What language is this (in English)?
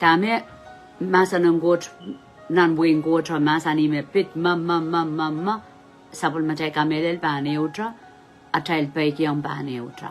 Pohnpeian